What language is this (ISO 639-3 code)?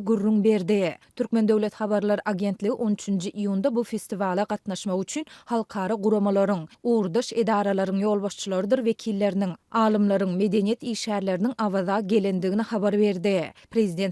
tuk